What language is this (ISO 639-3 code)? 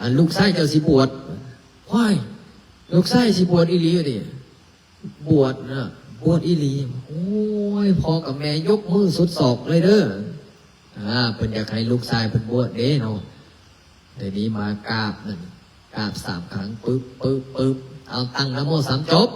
lao